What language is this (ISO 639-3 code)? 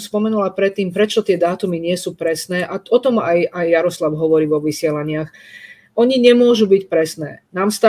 slk